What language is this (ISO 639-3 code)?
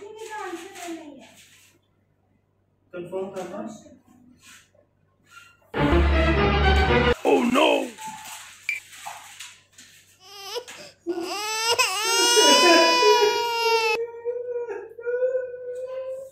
hin